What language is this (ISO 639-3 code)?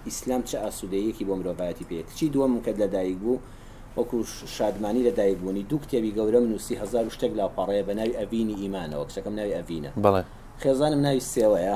ckb